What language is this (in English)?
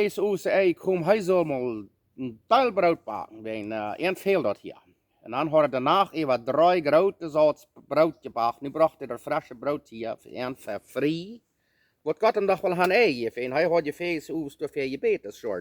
Plautdietsch